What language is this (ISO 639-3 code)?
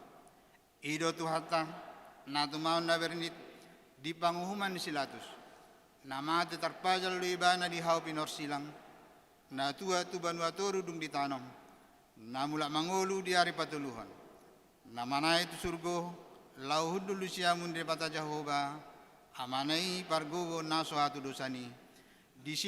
bbc